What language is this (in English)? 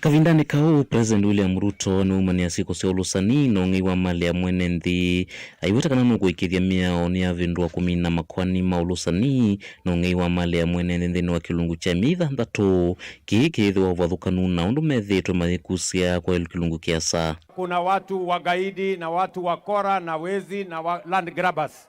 Kamba